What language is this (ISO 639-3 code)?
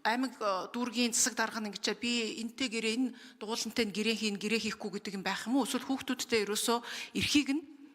mon